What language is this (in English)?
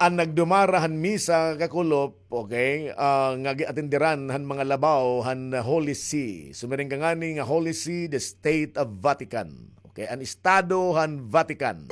Waray